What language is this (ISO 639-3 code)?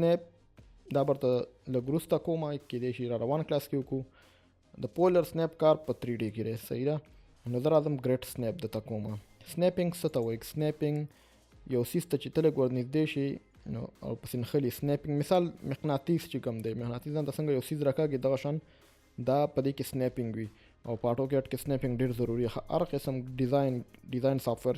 pus